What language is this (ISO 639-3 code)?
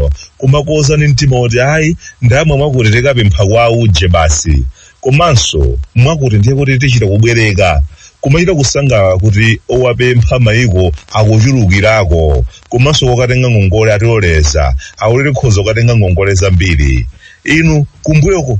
nya